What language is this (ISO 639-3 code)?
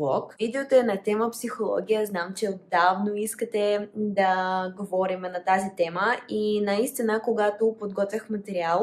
bul